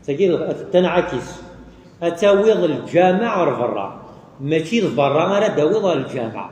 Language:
Kabyle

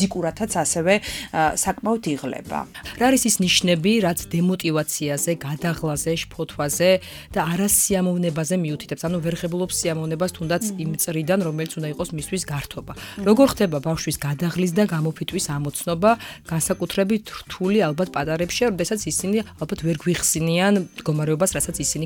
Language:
Georgian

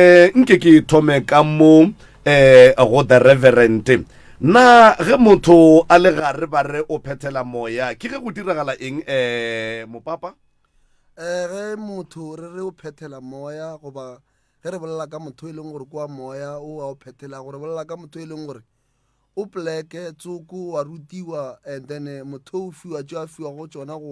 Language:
Northern Sotho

